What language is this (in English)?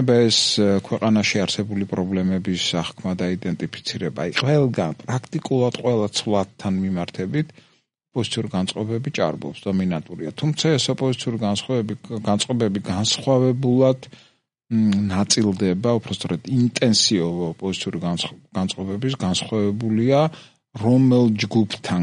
Georgian